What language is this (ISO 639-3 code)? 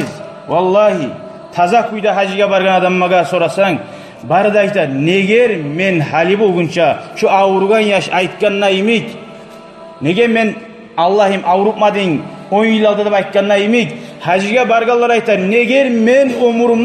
kum